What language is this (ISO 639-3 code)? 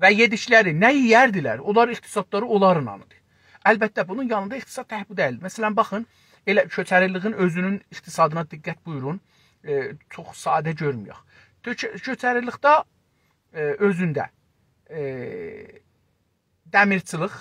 azb